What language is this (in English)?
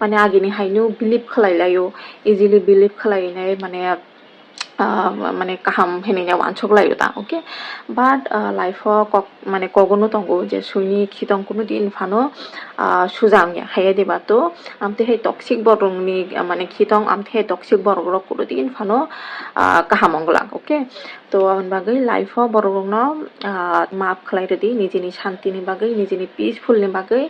Kok Borok